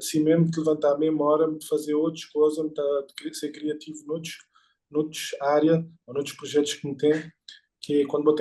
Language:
Kabuverdianu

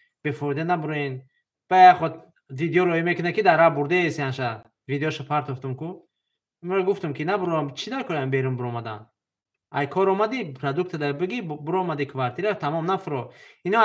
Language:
Tajik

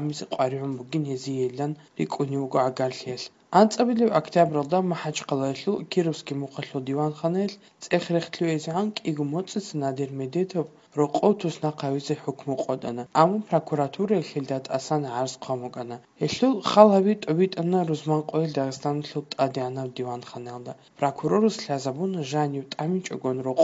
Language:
Avaric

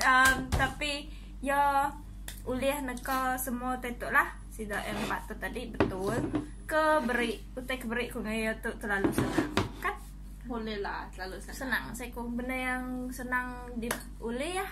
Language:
Iban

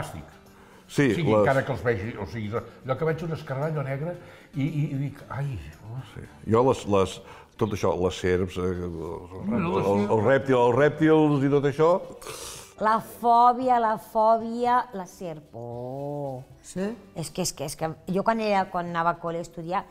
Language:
Catalan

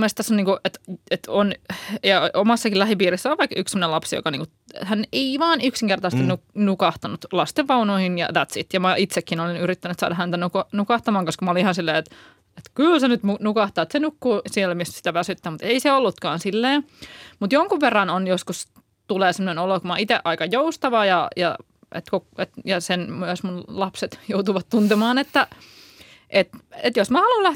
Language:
Finnish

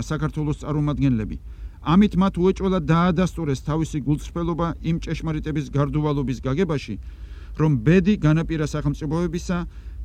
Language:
Georgian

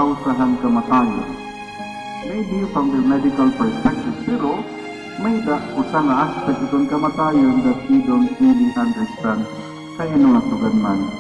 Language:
Waray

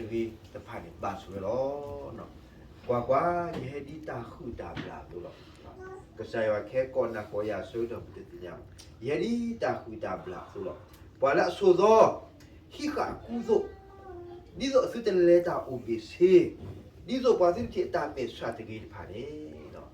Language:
S'gaw Karen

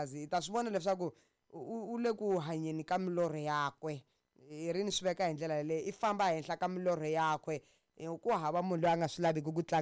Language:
Tsonga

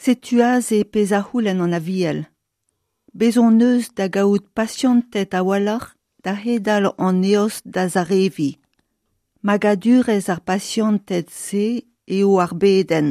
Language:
Breton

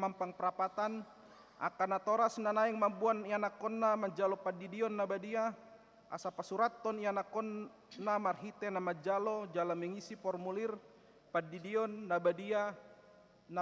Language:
Batak Toba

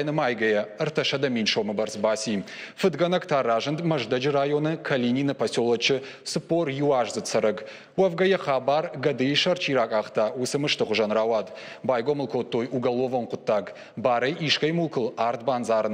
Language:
Ossetic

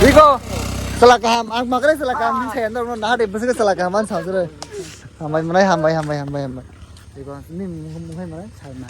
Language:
Kok Borok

